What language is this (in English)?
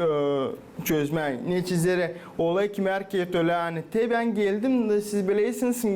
Gagauz